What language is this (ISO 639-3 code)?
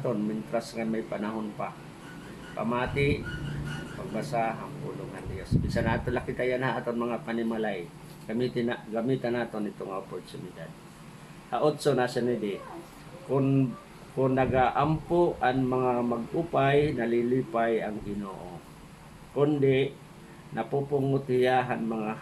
war